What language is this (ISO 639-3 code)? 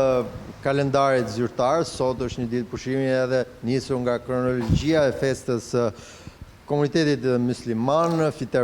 sqi